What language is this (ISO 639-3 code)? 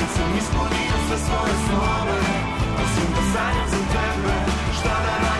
srp